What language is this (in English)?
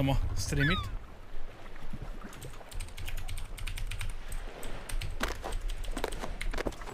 Hungarian